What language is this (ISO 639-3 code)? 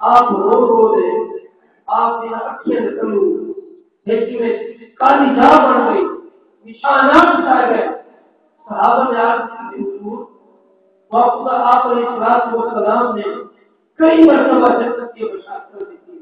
skr